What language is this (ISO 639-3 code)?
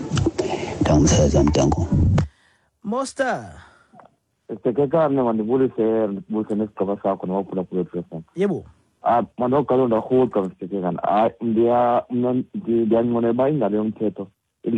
xho